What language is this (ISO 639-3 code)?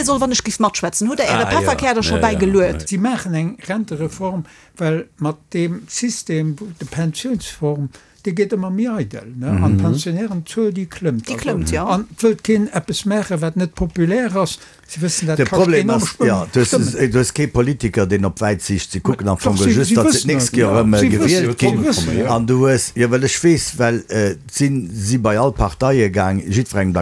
ltz